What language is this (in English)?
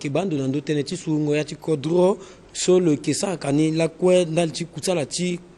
Sango